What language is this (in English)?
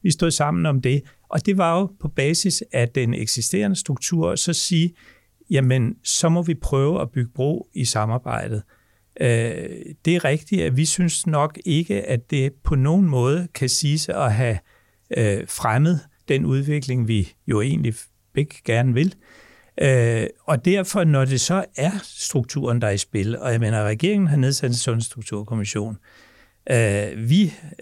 Danish